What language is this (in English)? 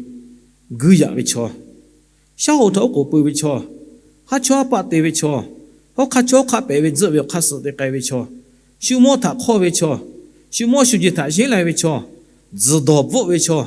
Lahu